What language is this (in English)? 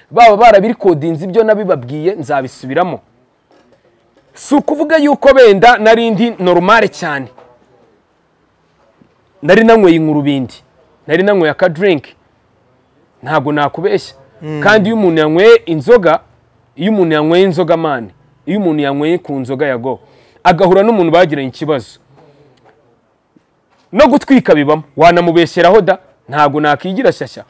Kinyarwanda